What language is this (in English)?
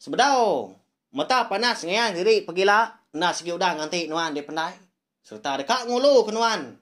Iban